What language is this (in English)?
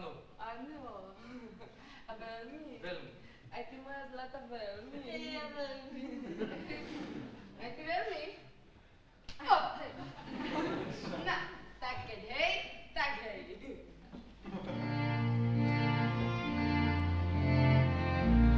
Slovak